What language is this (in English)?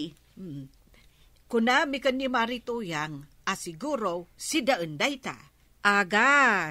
Iloko